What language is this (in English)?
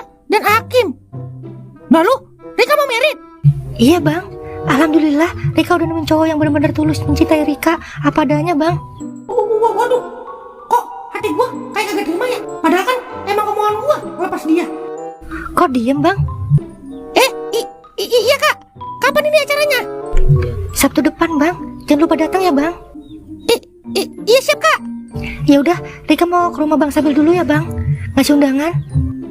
Betawi